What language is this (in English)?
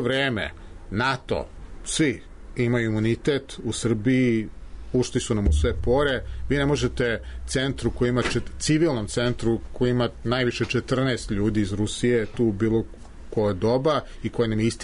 Serbian